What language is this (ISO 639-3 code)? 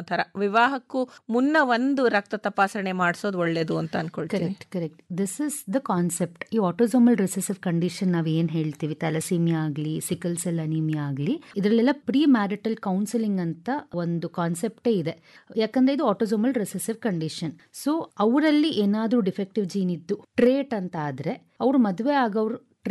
kan